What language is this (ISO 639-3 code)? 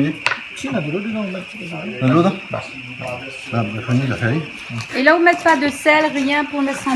rcf